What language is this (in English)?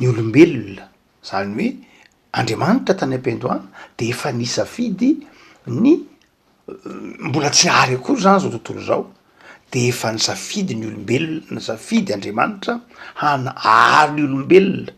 Malagasy